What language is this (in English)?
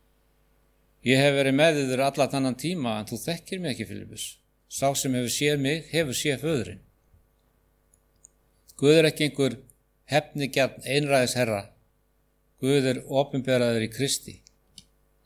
Icelandic